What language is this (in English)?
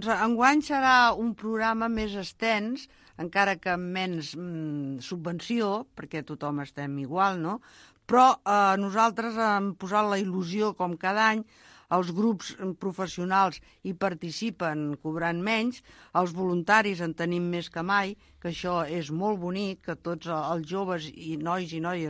Catalan